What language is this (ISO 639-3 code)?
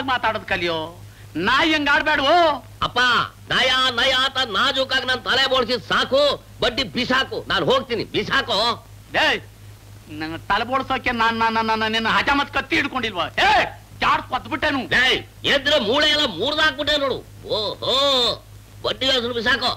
kan